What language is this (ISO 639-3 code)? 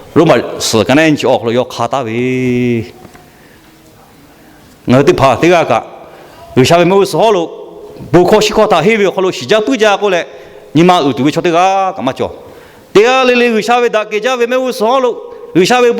lhu